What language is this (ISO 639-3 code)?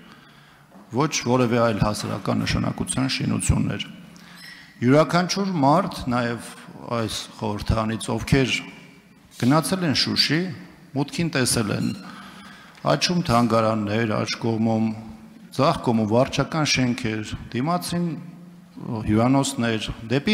hye